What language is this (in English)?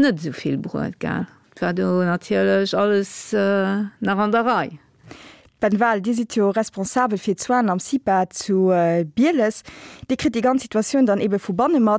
Luxembourgish